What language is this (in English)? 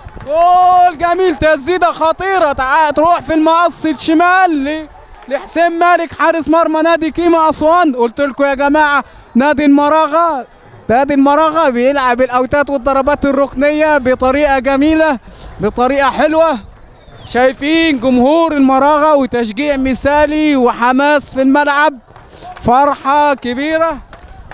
Egyptian Arabic